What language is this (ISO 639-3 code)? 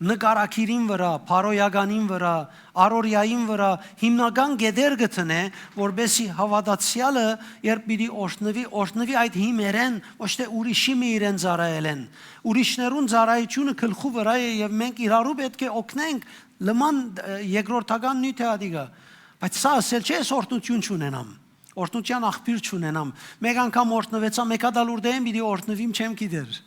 hyw